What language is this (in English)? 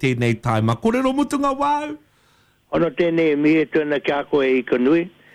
Māori